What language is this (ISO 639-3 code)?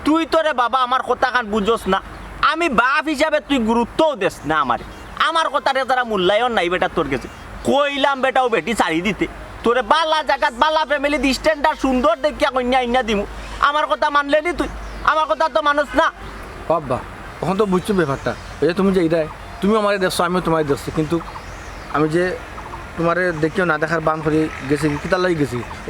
syl